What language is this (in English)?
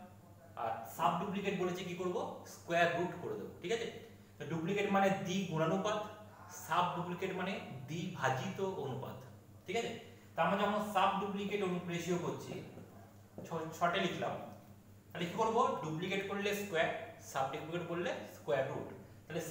Bangla